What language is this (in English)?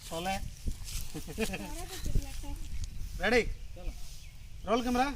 Santali